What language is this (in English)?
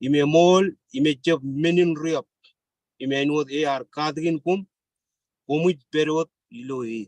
Marshallese